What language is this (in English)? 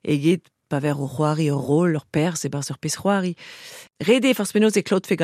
Breton